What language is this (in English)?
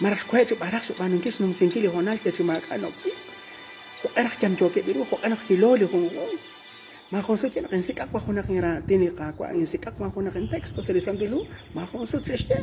Kekchí